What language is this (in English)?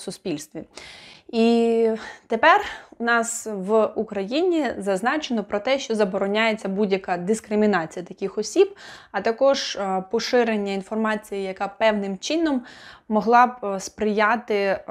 Ukrainian